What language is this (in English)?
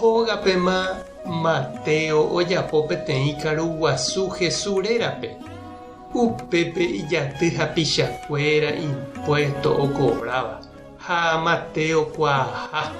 Guarani